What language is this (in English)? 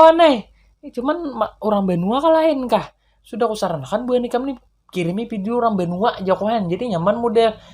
Banjar